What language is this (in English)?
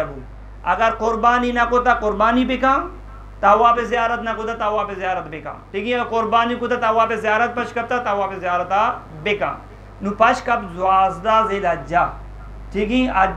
Eastern Balochi